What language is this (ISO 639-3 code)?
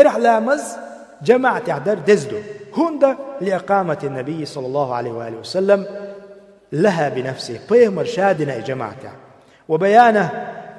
che